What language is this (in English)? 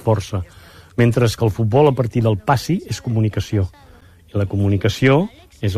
Catalan